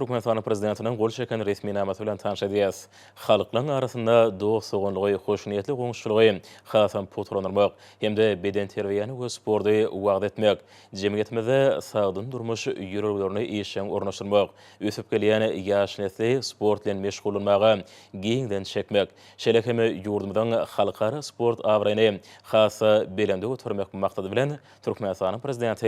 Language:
Turkmen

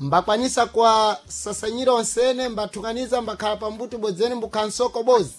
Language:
Sena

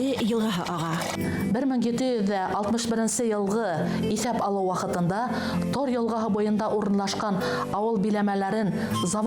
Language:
Bashkir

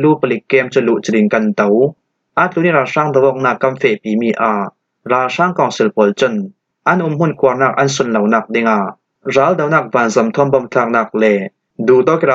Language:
Falam Chin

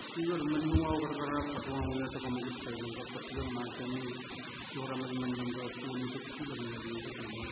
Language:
Pohnpeian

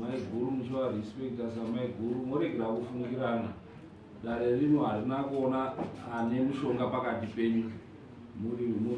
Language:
Shona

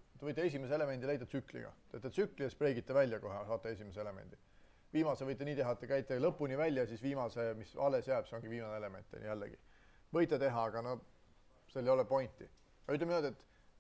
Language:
Estonian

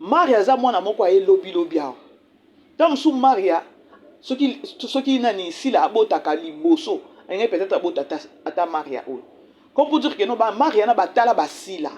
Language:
Lingala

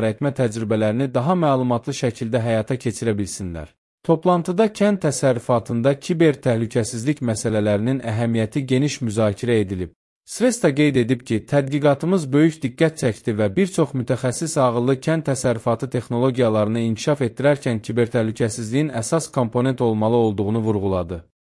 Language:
Azerbaijani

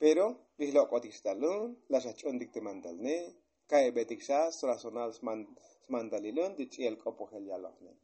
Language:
Tzotzil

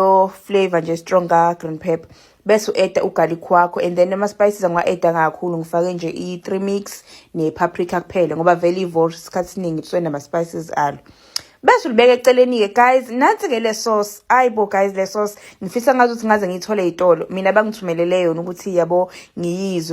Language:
Zulu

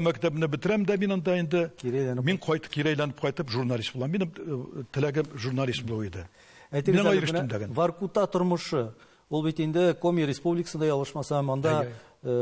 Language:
Tatar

